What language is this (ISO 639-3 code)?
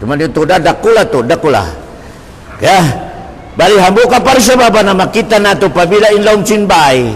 tsg